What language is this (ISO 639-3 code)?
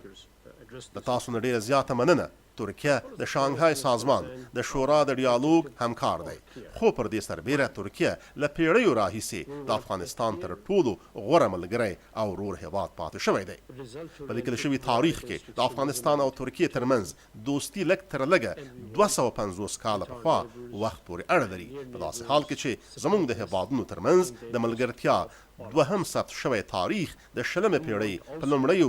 pus